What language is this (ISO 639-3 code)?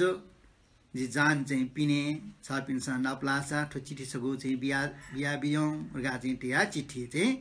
new